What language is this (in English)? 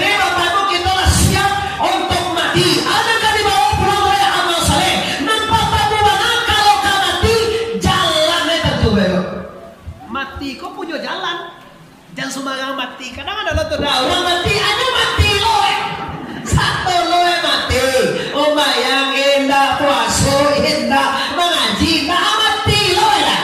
Minangkabau